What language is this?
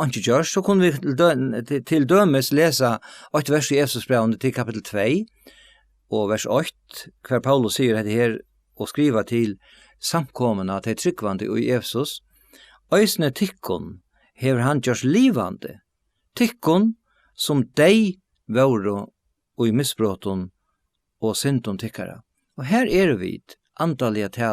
Faroese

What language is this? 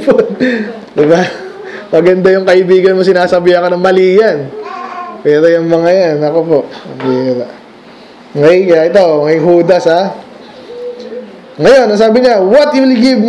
Filipino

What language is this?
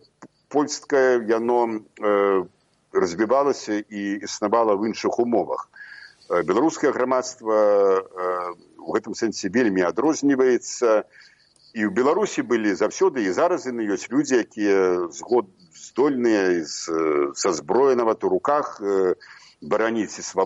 Belarusian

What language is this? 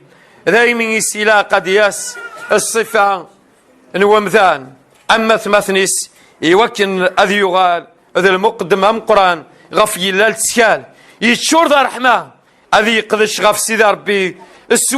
Kabyle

